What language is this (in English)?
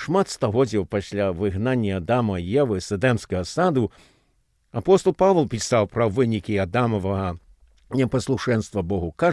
Belarusian